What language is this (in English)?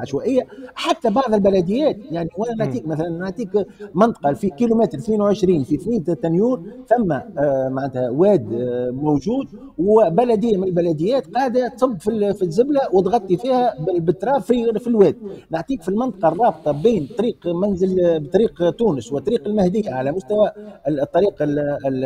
Tunisian Arabic